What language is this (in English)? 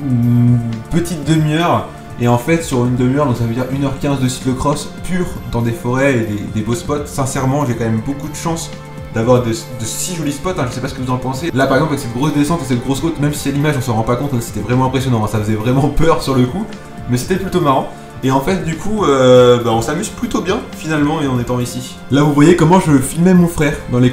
French